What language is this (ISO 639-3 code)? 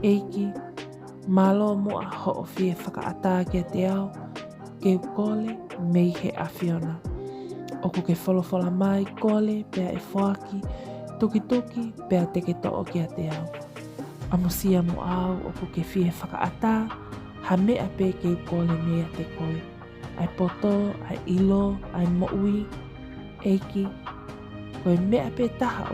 ton